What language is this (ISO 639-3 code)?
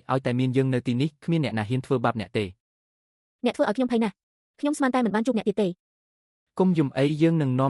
khm